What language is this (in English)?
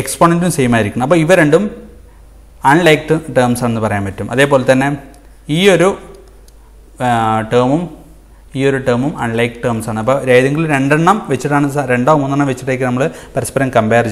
Malayalam